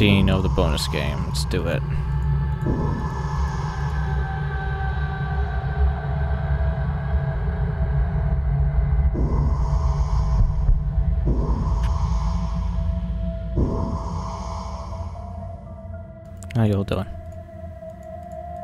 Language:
English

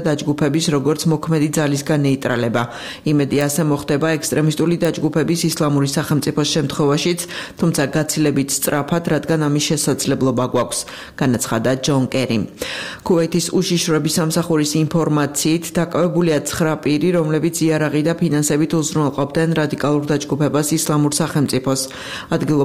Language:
Georgian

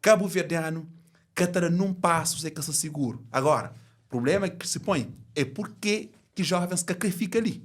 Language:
Kabuverdianu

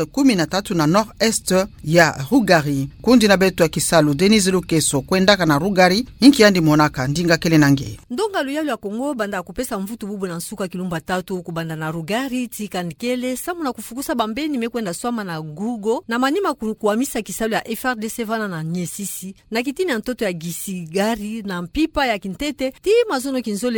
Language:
Kituba (Democratic Republic of Congo)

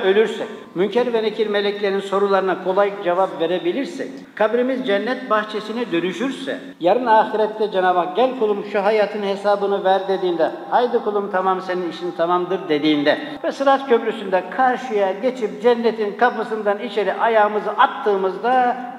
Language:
Turkish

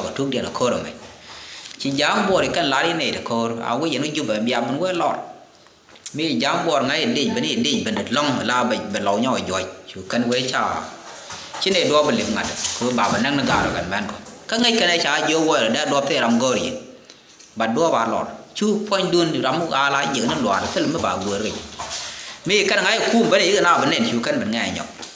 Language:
Nuer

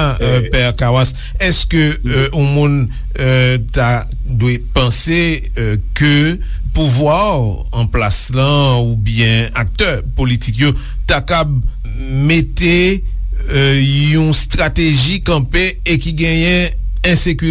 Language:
Haitian Creole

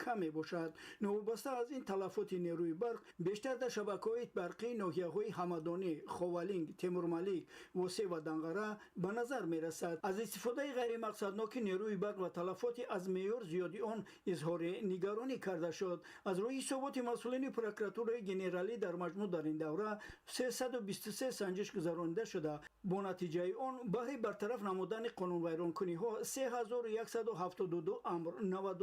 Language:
Tajik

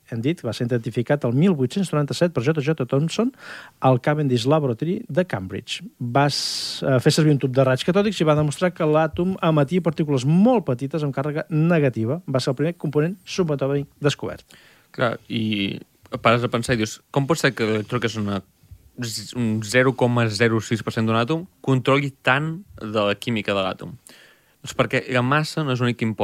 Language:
Catalan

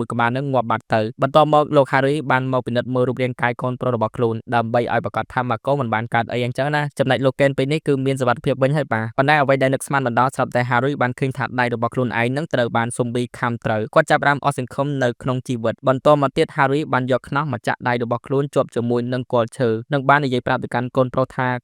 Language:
Khmer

